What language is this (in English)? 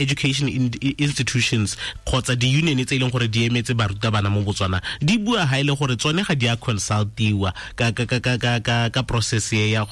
Tswana